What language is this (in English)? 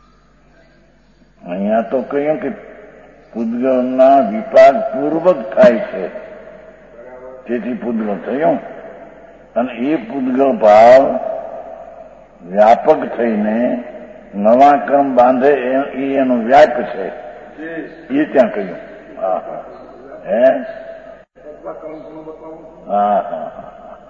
Gujarati